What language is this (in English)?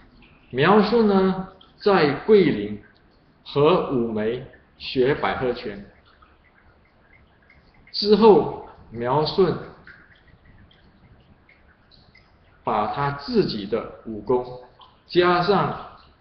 Chinese